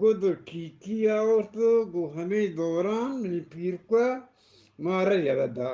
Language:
Eastern Balochi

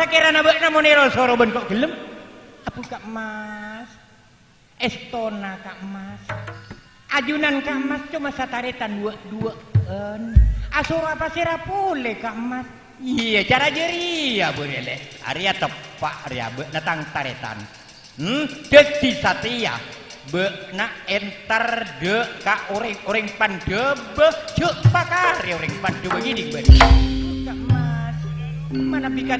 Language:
Madurese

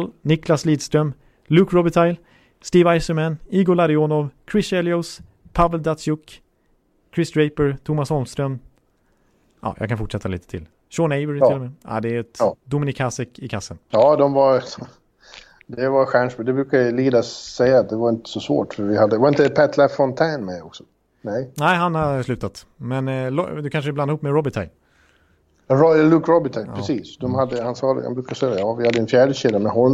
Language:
Swedish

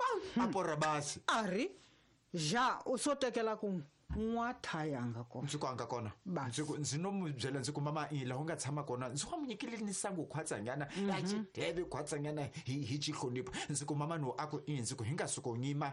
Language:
Tsonga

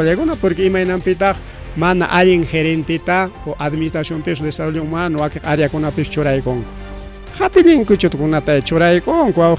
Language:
Ayacucho Quechua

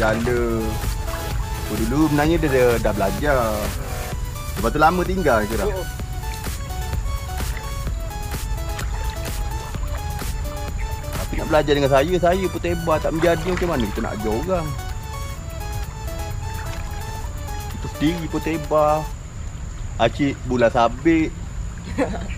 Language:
Malay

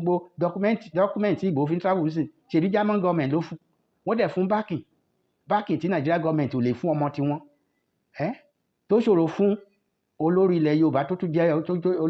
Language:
Yoruba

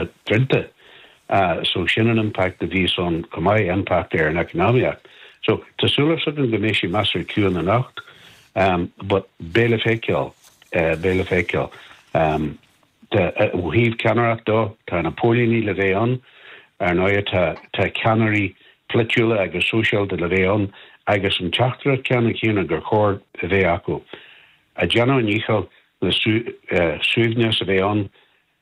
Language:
Irish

